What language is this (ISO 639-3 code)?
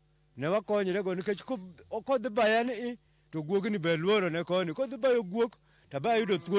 luo